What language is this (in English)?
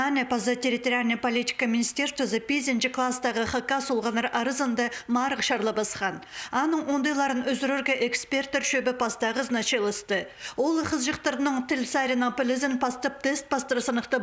Khakas